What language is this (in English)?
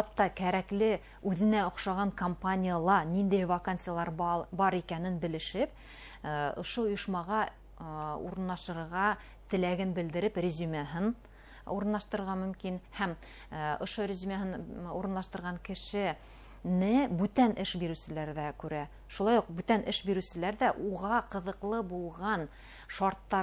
Bashkir